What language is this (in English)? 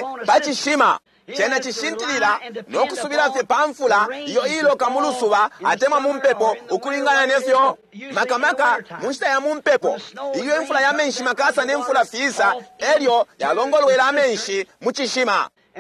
Bemba